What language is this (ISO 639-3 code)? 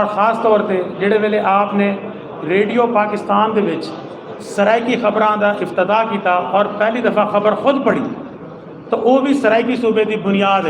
skr